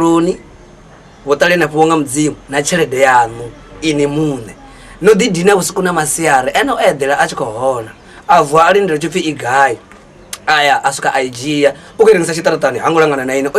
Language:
Venda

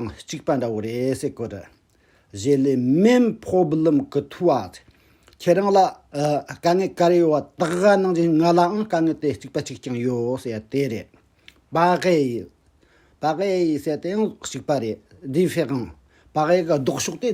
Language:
Tibetan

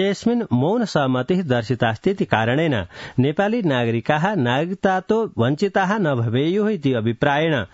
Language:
Sanskrit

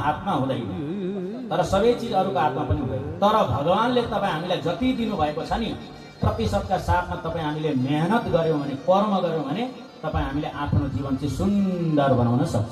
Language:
Nepali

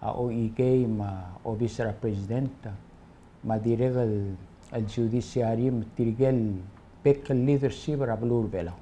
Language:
Palauan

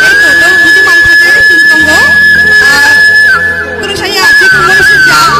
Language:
Kok Borok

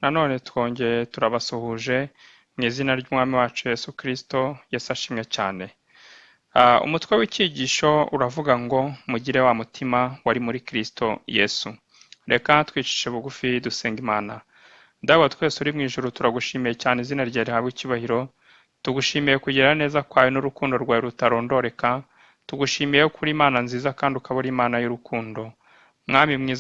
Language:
Kinyarwanda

